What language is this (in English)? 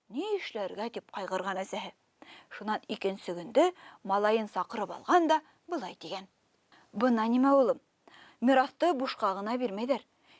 Bashkir